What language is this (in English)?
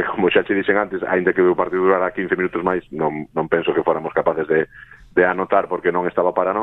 Galician